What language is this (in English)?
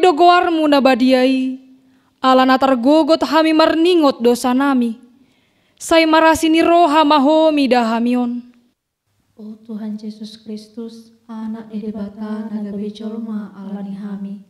Batak Toba